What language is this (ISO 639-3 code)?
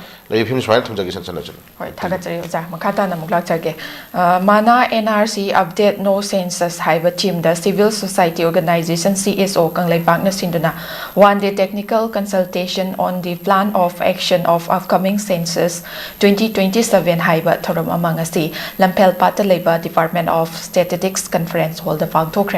mni